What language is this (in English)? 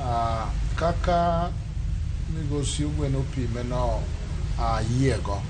Luo (Kenya and Tanzania)